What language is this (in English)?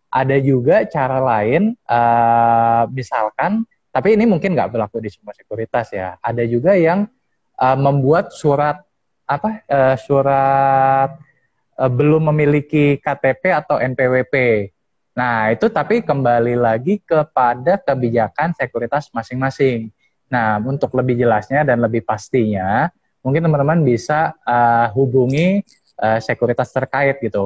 Indonesian